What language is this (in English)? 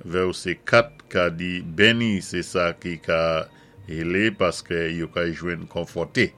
Saint Lucian Creole French